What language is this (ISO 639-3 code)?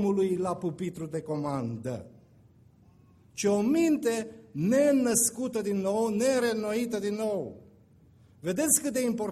ron